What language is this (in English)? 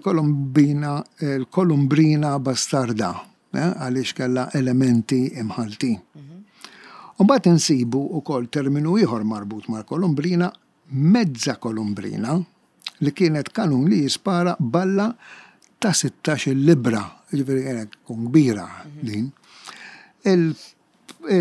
Maltese